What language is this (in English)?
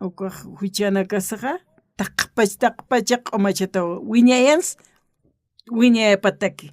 Aymara